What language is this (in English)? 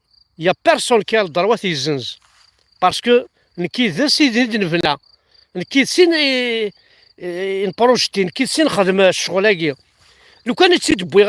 Kabyle